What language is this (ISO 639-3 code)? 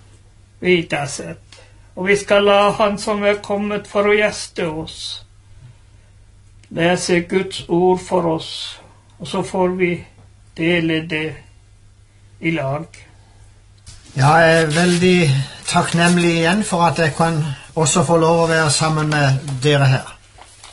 nor